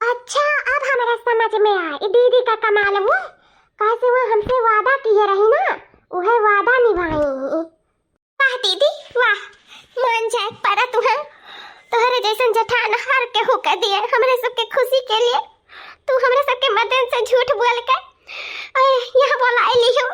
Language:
Awadhi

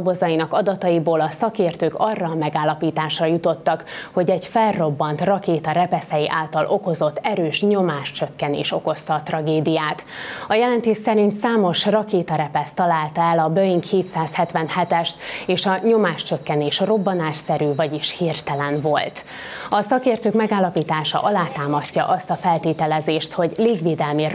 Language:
Hungarian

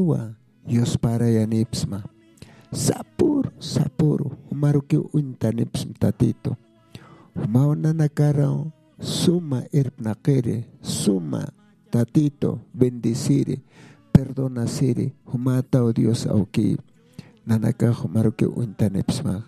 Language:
Aymara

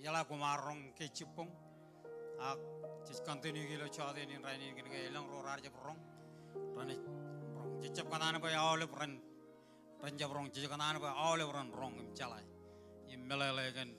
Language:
Marshallese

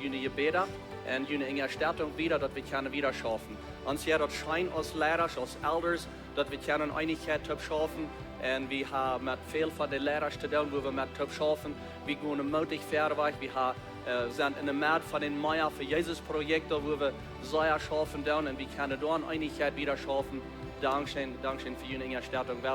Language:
Plautdietsch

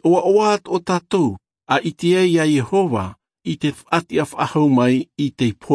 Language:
Tahitian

